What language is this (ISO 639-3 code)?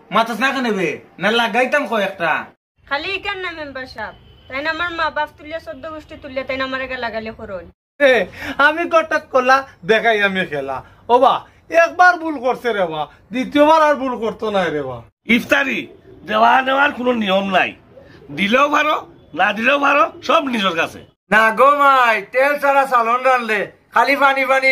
syl